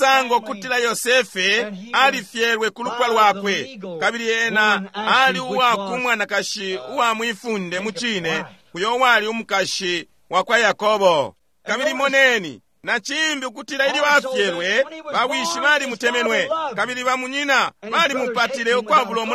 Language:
Bemba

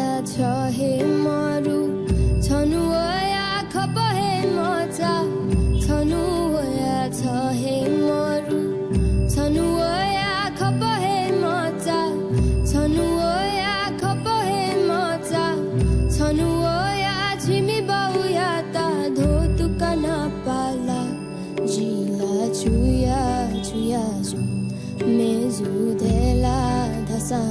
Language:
Newari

